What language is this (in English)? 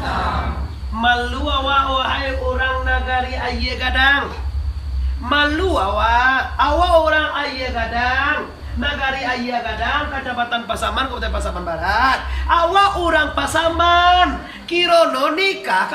Minangkabau